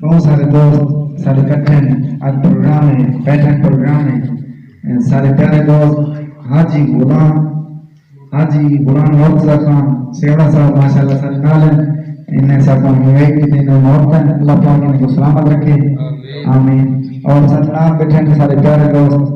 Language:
Saraiki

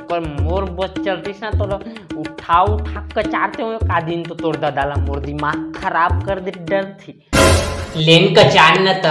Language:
Chhattisgarhi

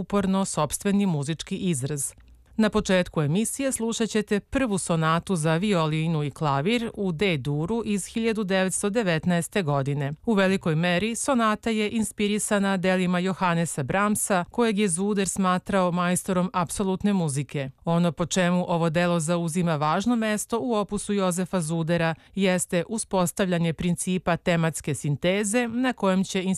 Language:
Serbian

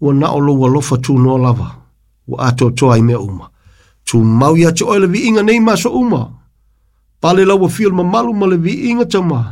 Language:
Samoan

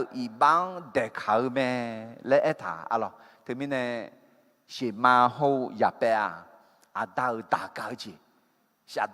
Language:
Akha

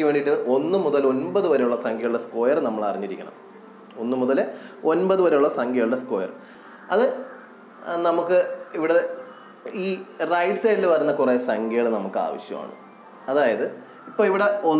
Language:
Malayalam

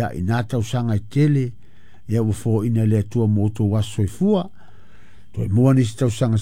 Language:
Samoan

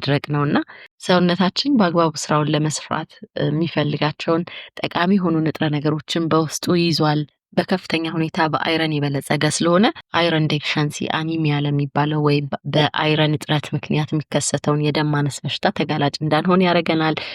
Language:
Amharic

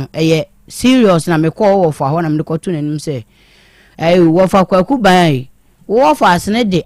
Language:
Akan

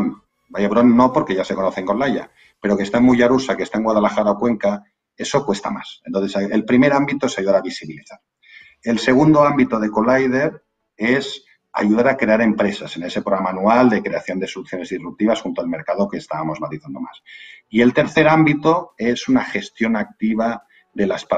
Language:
Spanish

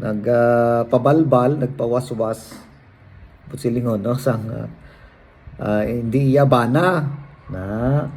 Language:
Hiligaynon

